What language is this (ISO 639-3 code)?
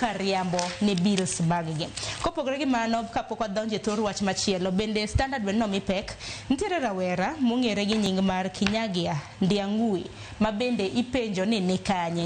luo